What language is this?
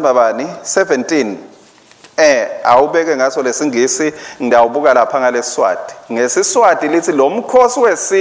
Swati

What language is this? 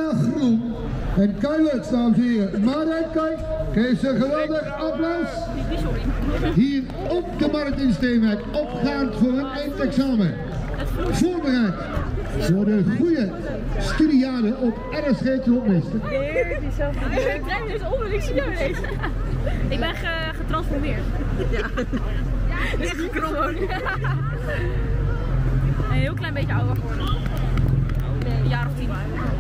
Dutch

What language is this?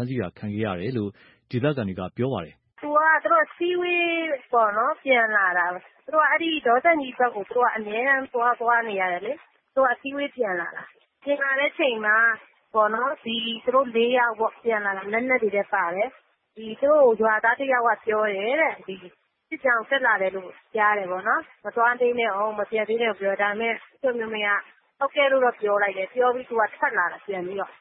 Burmese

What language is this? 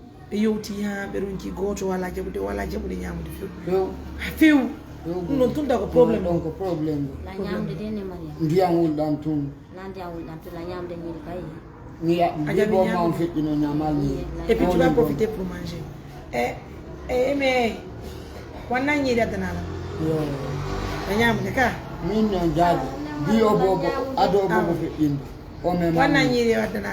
Fula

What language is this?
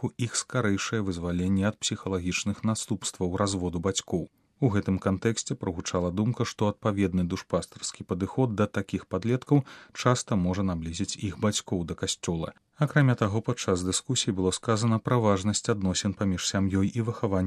Belarusian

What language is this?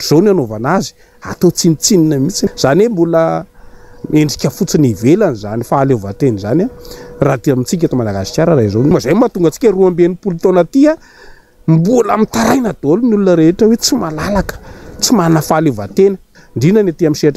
Malagasy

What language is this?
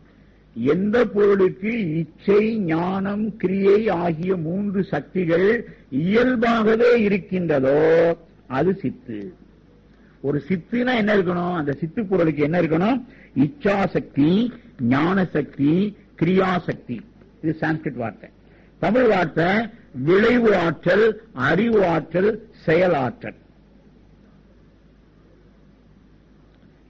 Tamil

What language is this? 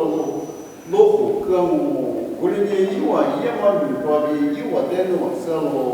Lisu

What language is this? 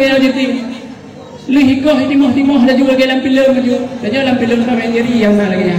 Achinese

